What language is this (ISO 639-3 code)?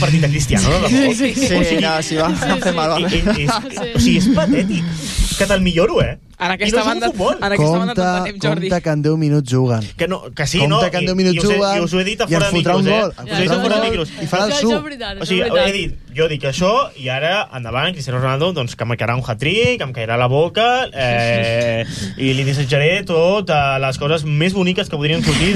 cat